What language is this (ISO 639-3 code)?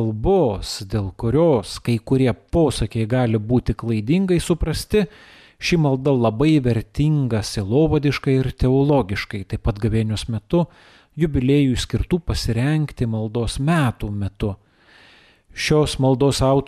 lit